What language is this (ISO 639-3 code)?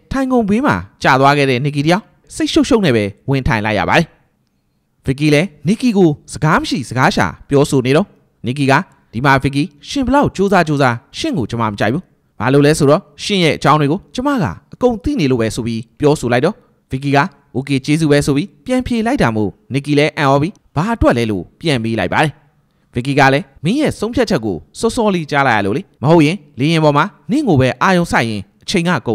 mya